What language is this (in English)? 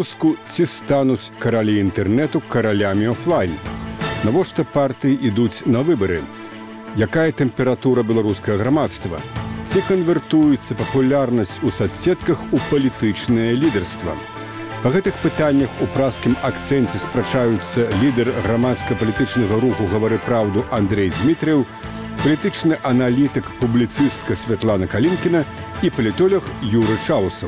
Belarusian